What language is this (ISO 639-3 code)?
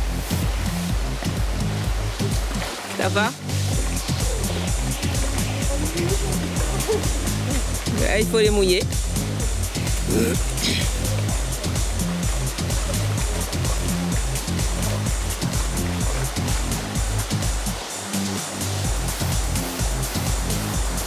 fra